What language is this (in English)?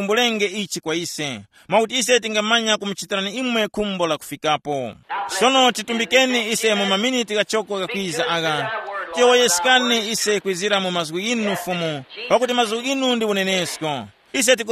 Tumbuka